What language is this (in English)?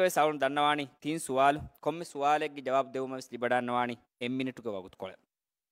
Divehi